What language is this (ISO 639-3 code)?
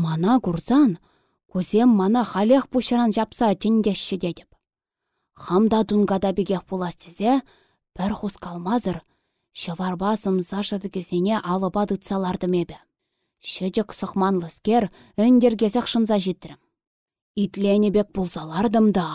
chv